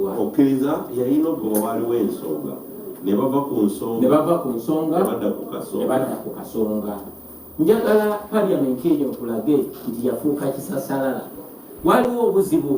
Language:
Ganda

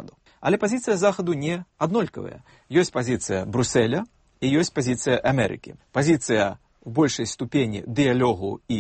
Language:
Belarusian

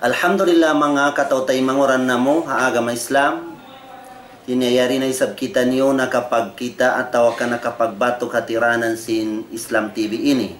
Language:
Tausug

